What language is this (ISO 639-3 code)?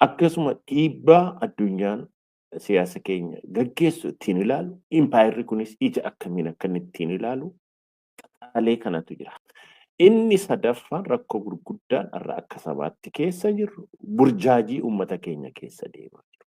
orm